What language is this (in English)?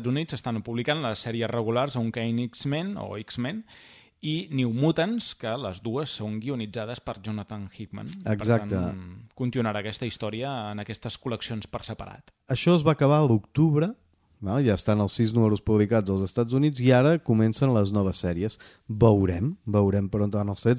Catalan